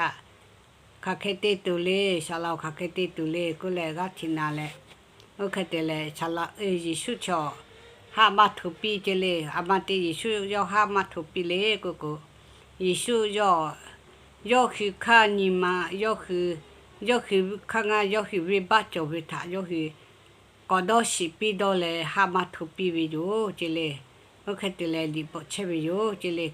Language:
Lahu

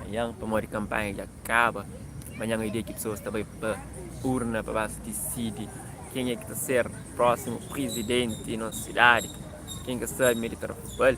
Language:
Kabuverdianu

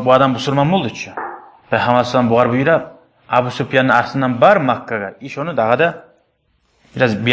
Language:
Kumyk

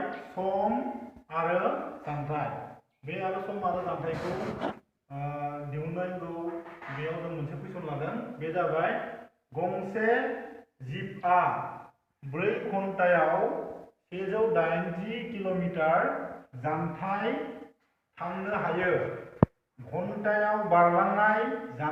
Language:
Bodo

